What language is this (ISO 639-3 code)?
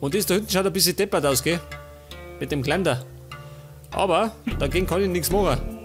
bar